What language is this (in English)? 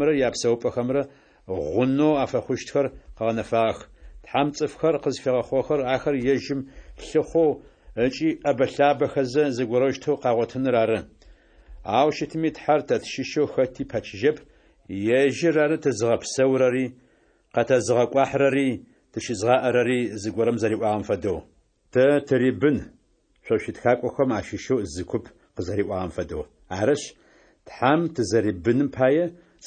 Adyghe